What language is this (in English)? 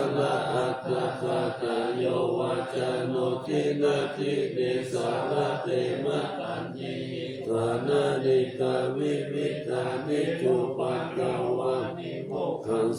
Pali